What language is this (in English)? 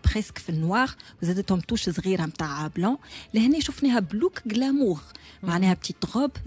Tunisian Arabic